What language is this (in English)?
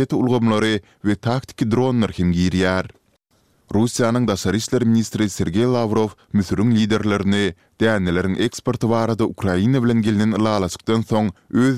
Turkmen